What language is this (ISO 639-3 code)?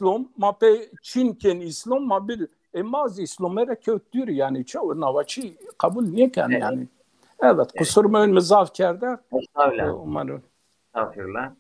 zza